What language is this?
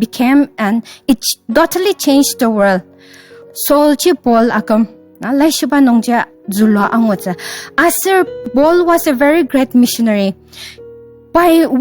Ao Naga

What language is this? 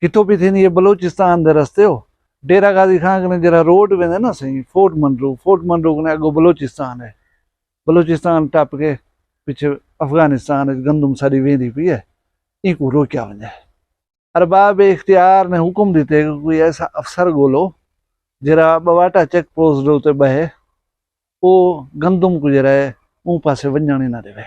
Saraiki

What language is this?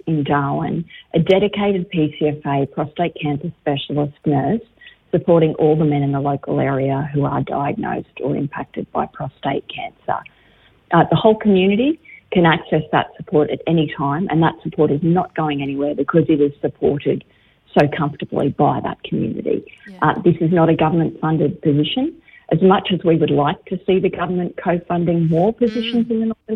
English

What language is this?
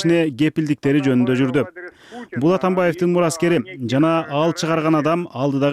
Kyrgyz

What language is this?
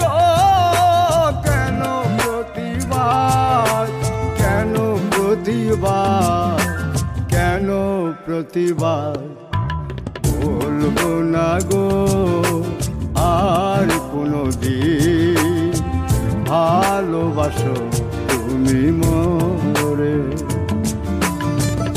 Bangla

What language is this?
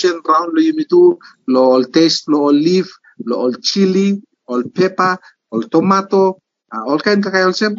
Bislama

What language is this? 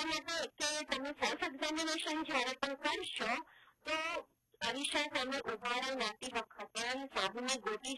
Gujarati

